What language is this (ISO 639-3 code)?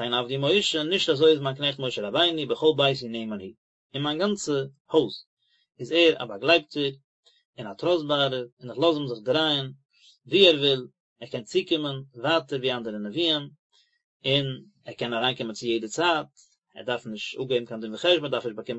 yid